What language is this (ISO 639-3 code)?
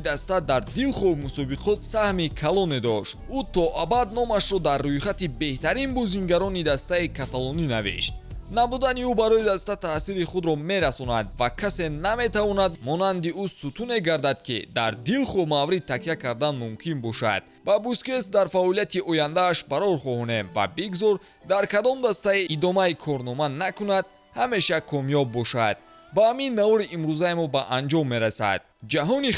tgk